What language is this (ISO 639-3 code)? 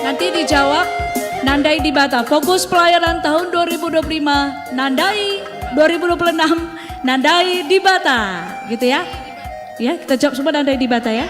btx